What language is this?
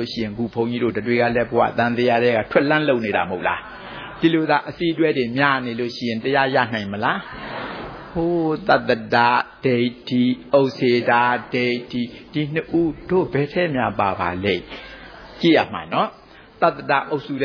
Burmese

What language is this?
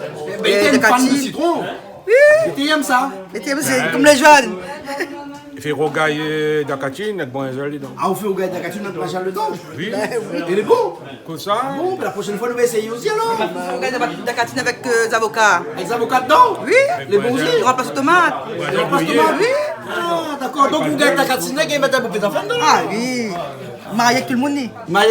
Réunion Creole French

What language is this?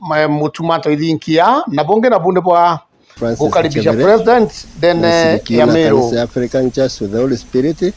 Meru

